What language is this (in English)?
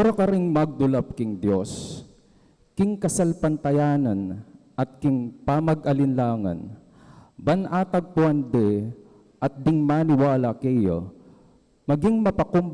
Pampanga